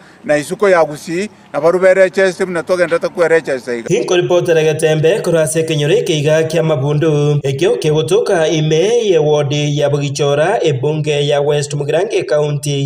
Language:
Gusii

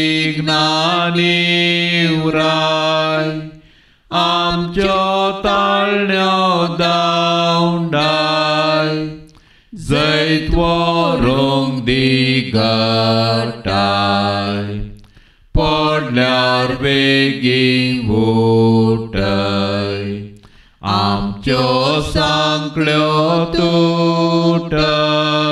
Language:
Konkani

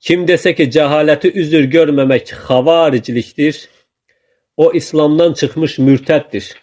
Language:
Azerbaijani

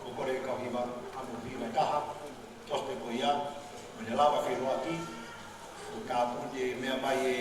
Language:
Tongan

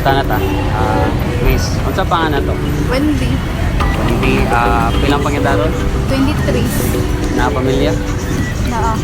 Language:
Cebuano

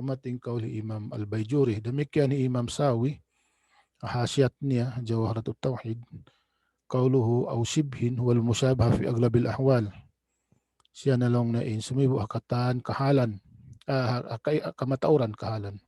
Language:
Tausug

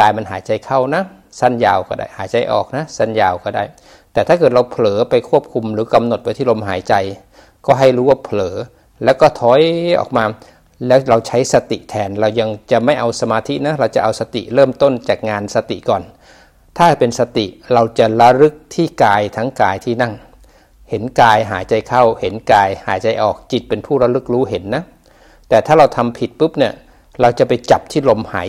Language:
Thai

